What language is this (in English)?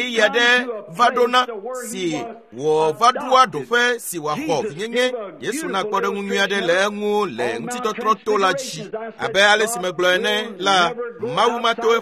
Ewe